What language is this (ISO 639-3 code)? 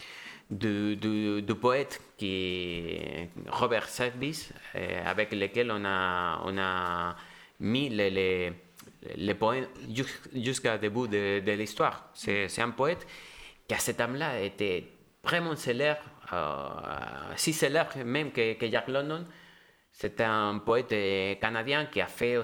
fra